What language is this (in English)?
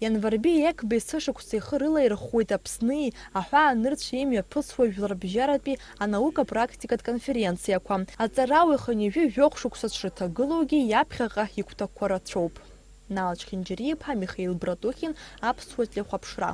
Abkhazian